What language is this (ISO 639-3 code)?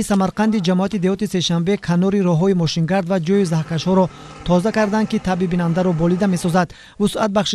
tgk